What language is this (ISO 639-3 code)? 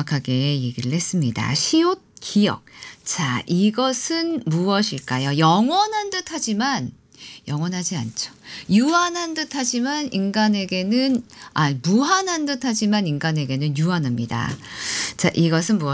kor